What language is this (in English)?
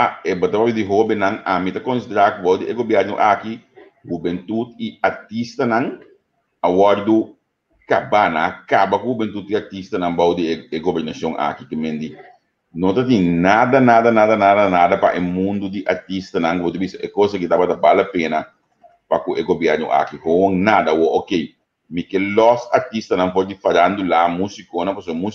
Papiamento